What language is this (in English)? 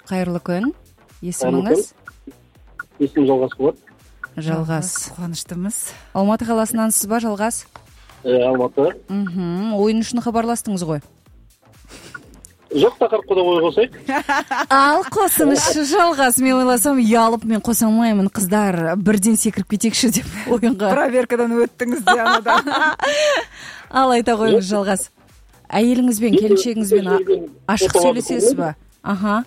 Kazakh